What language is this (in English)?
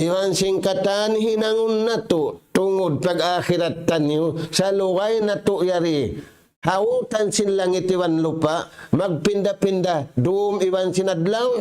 Tausug